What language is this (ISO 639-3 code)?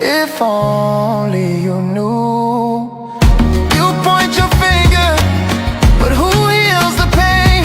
ewe